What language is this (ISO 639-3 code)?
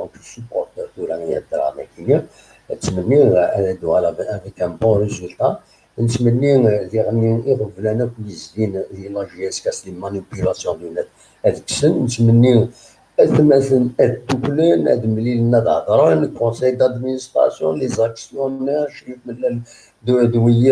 kab